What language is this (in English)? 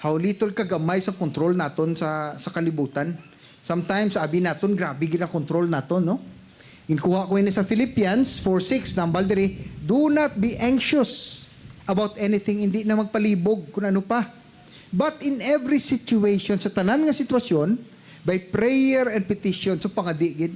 Hiligaynon